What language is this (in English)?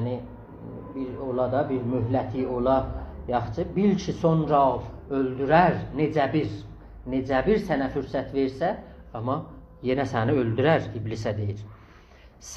South Azerbaijani